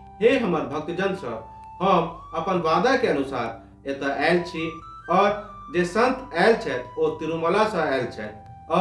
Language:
Maithili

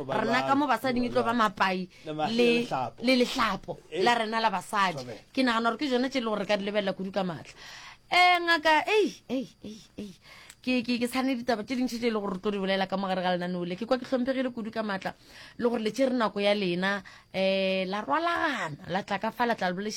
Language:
Northern Sotho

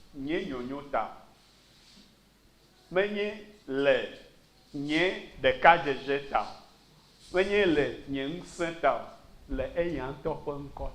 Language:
Ewe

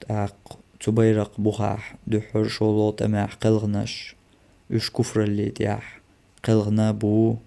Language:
Chechen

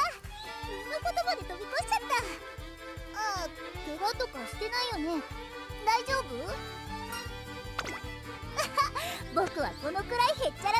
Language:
Japanese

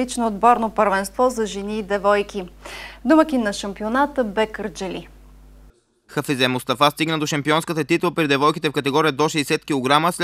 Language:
Bulgarian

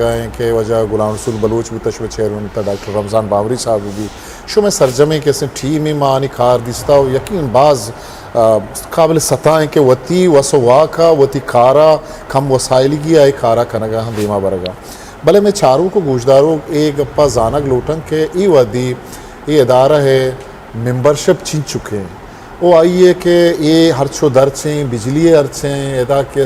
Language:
Eastern Balochi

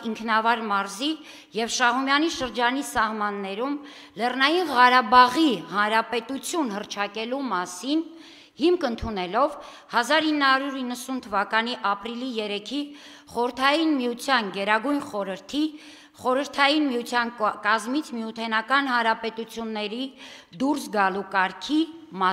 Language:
Armenian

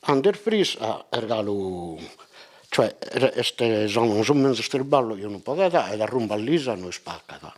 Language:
Sardinian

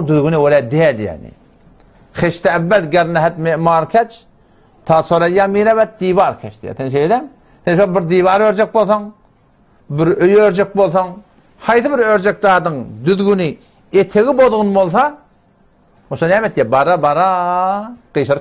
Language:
Turkmen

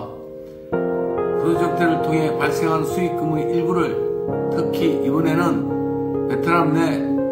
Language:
Korean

